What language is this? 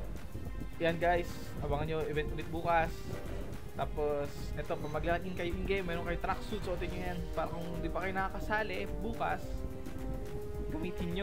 Filipino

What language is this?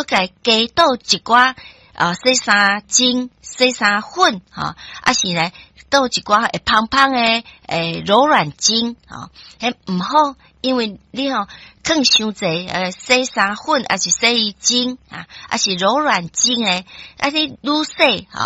Min Nan Chinese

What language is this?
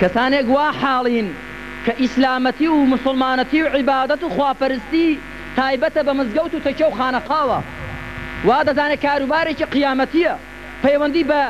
Central Kurdish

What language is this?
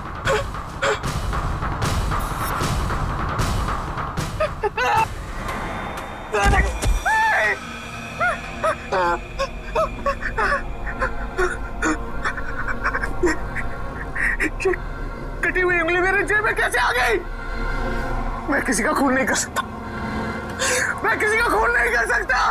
Hindi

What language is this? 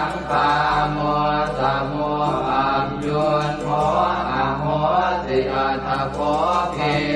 Pali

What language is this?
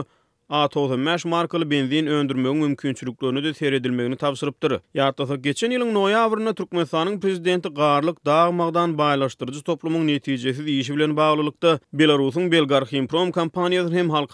Turkmen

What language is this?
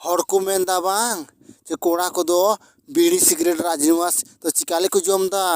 Santali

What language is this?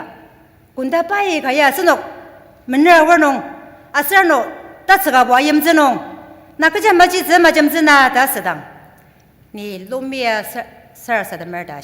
Ao Naga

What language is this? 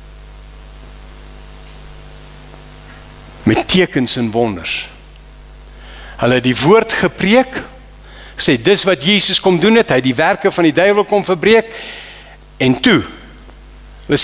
Afrikaans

